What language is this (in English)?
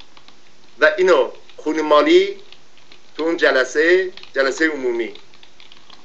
Persian